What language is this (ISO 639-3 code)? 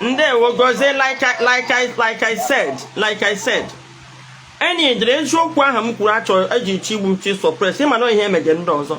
ibo